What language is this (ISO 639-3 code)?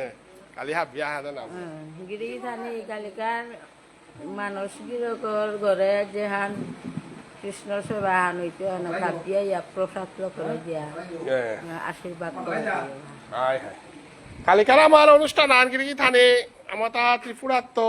bpy